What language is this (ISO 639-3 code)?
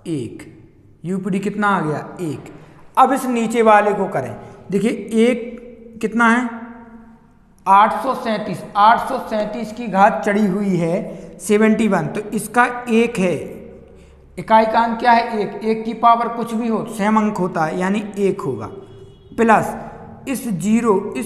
hin